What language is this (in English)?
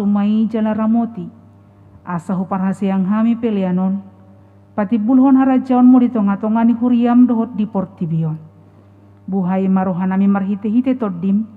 Batak Toba